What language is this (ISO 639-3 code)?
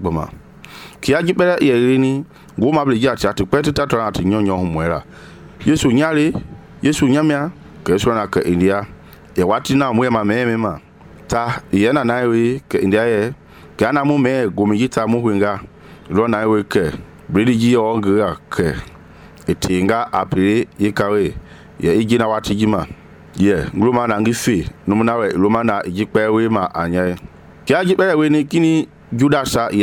men